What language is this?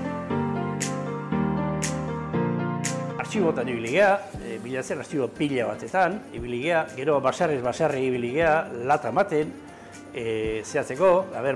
Basque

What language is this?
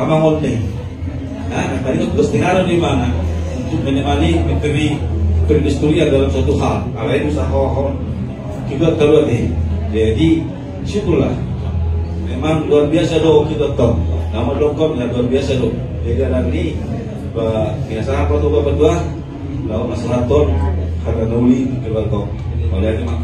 Batak Toba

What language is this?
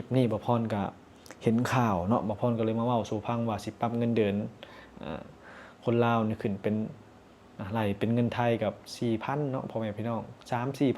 Lao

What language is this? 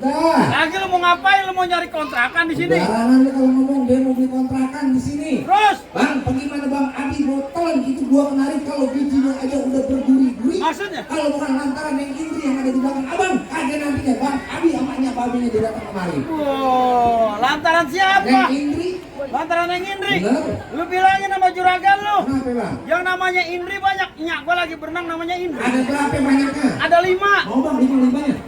Betawi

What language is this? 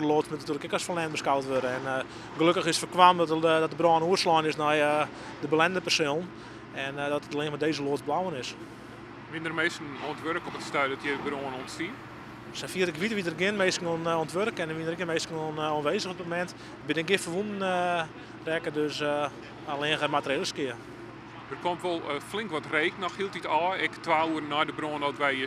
Western Frisian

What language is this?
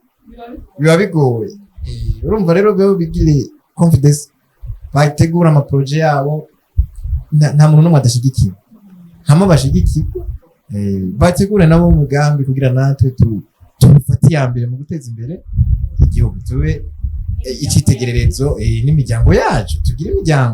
Rundi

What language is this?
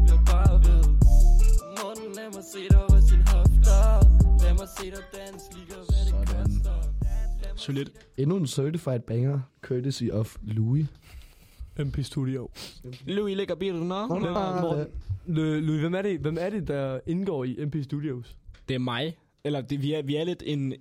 Danish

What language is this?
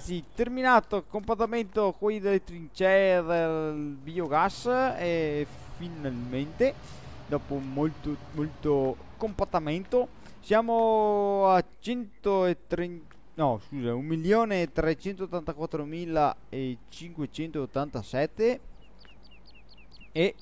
Italian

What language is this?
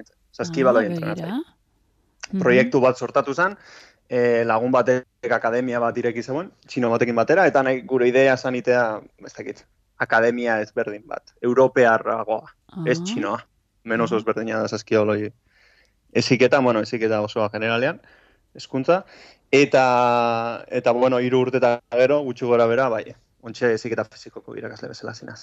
Basque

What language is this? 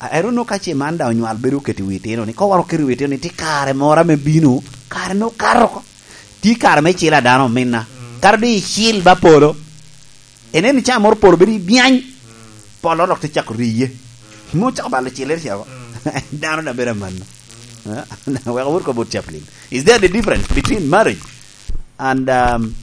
Lango (Uganda)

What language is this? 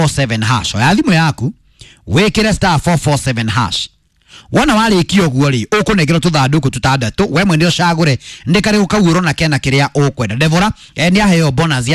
Kikuyu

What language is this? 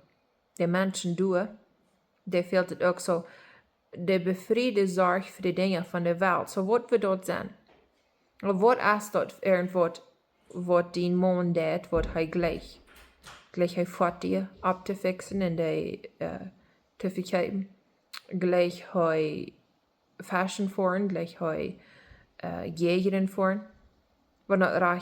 Plautdietsch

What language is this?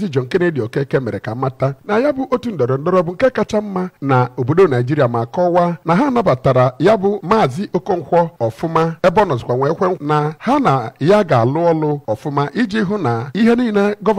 Igbo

